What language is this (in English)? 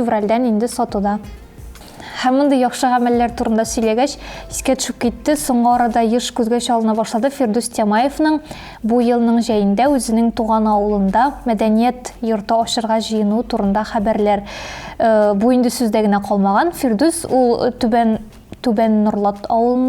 Tatar